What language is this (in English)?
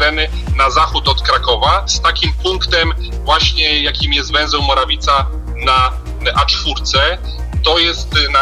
Polish